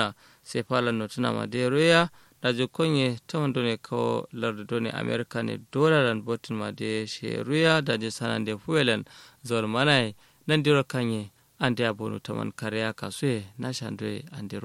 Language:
Kanuri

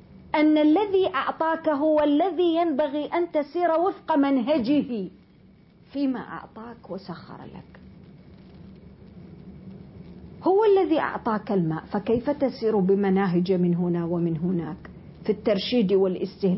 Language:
Arabic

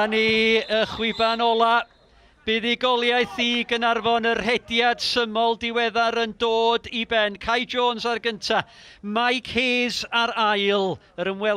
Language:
Welsh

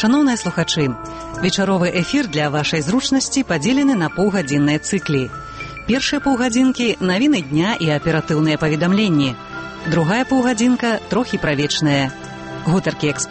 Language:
Belarusian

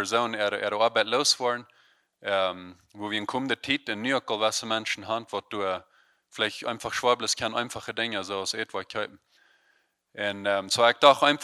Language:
Plautdietsch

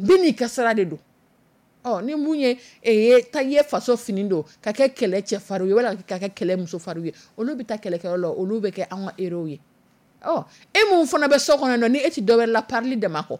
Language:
Dyula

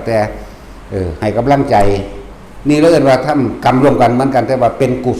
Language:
Northeastern Thai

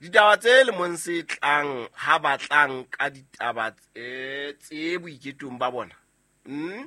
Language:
Southern Sotho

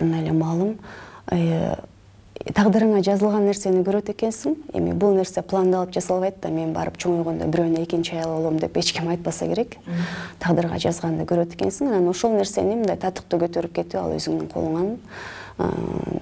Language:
Kyrgyz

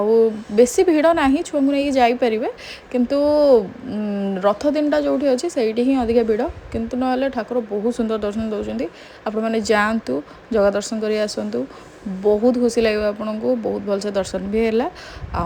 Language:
Odia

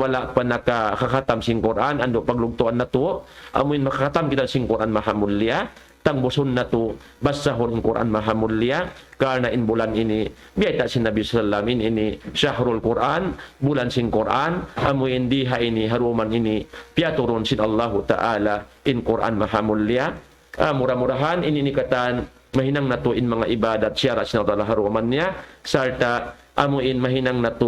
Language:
Tausug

